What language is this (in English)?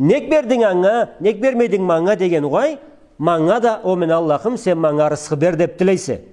Karachay-Balkar